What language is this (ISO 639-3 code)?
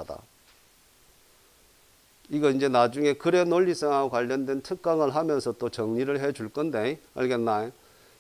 kor